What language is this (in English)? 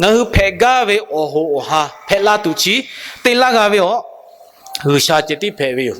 Lahu